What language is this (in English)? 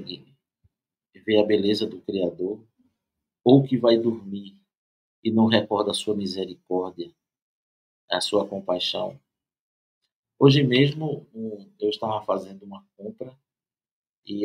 Portuguese